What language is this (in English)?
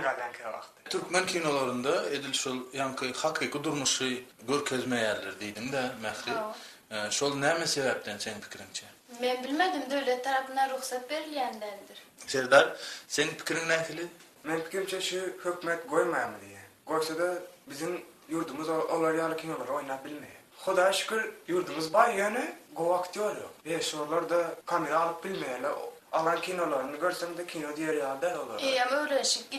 Turkmen